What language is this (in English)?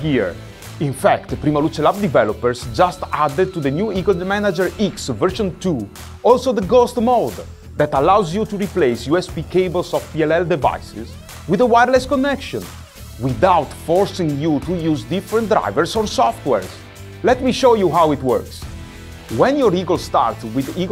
English